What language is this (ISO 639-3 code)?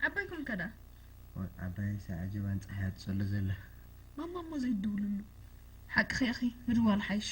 tir